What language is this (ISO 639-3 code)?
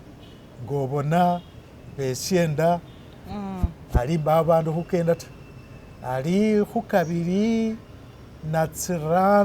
myx